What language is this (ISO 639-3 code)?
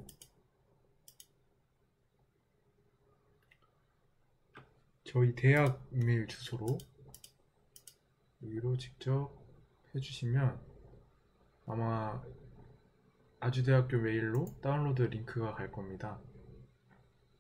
kor